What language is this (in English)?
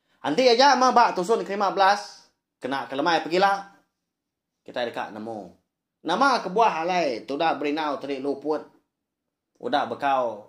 Iban